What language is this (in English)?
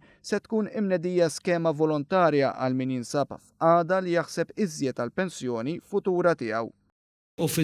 Maltese